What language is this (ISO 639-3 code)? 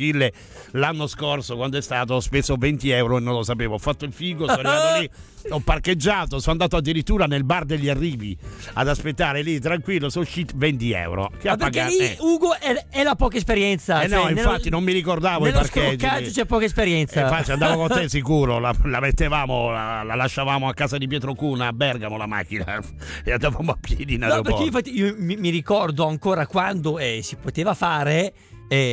ita